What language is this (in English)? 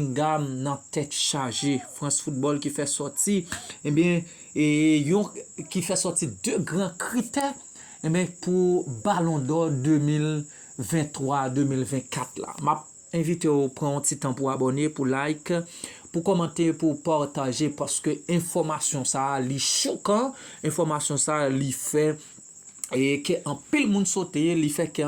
Haitian Creole